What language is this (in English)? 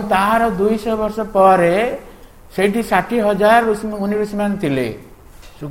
Odia